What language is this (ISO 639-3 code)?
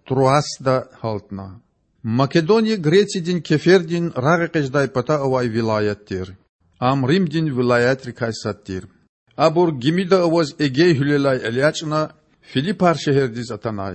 lez